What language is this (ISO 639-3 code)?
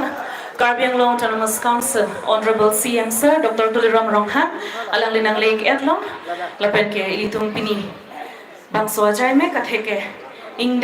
mjw